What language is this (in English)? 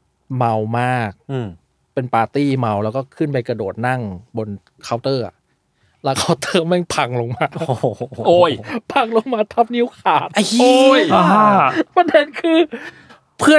Thai